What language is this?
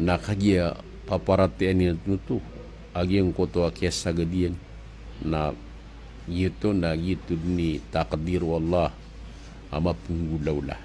Maranao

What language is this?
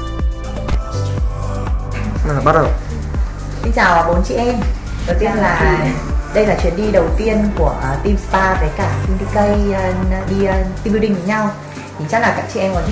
Vietnamese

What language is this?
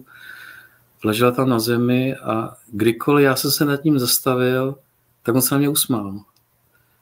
Czech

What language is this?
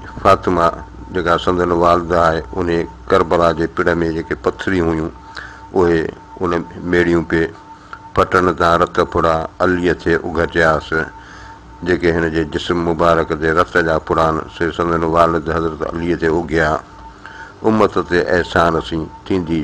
Sindhi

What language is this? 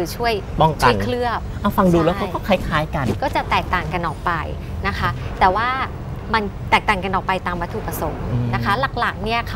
Thai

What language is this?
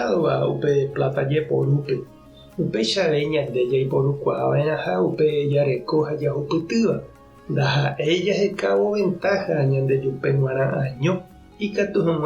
Guarani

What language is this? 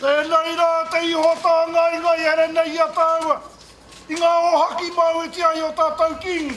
Māori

